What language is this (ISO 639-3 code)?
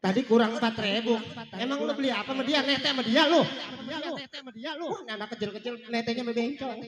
bew